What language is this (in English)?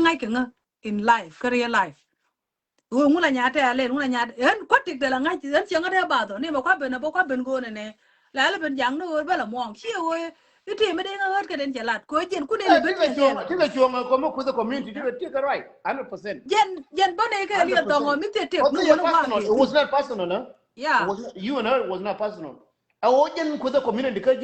Nuer